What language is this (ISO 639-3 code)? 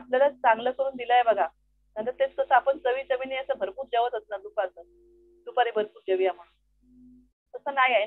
mar